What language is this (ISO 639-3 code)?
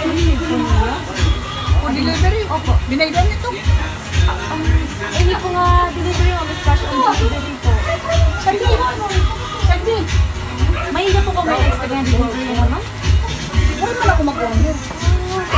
war